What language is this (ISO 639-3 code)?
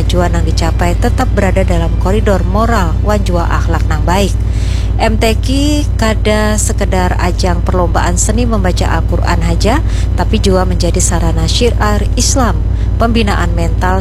bjn